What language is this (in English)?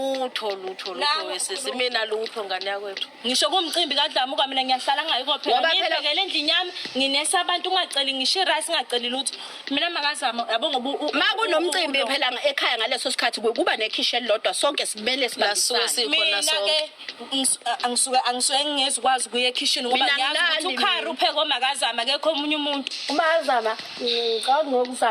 Zulu